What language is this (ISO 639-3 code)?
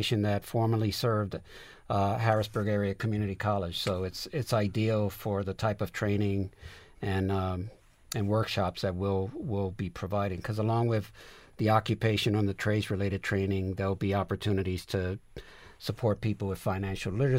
eng